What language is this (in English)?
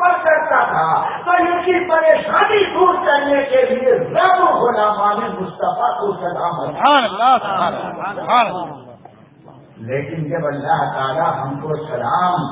Urdu